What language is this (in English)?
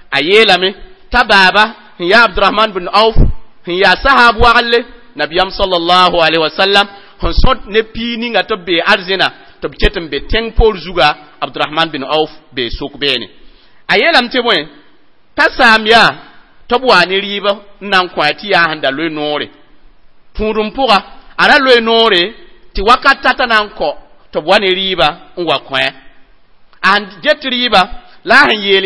Mossi